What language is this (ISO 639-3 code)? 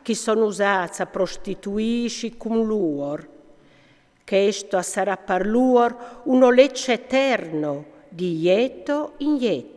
fur